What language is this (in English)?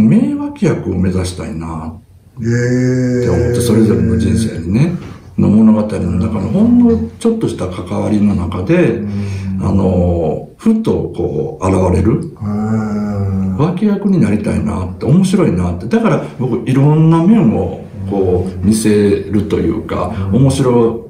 Japanese